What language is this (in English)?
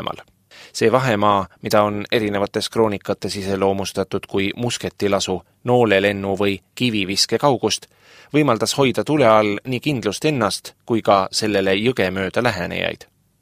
Estonian